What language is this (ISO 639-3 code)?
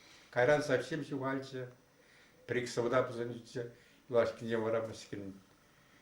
chv